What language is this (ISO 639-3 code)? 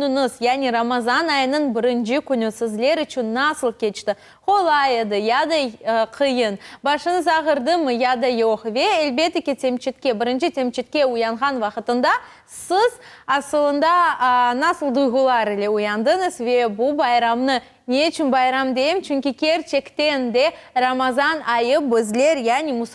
crh